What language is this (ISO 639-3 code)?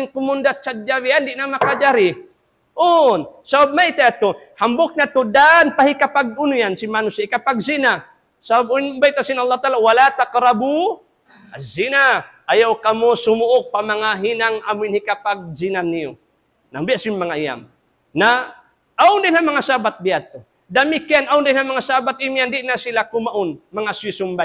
tsg